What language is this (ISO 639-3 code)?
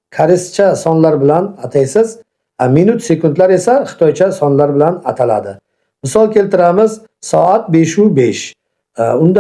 uzb